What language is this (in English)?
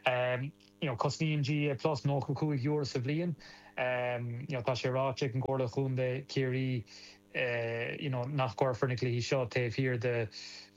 Irish